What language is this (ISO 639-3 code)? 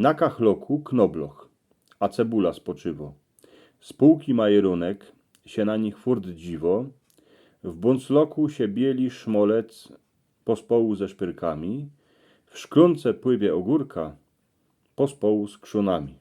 szl